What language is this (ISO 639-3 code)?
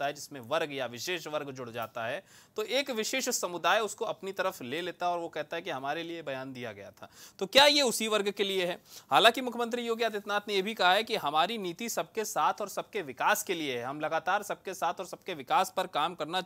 hin